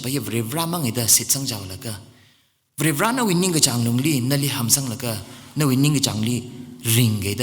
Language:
Tangkhul Naga (India)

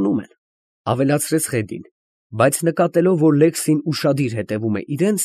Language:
Armenian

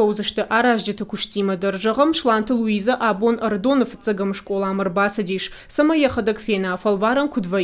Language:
Ossetic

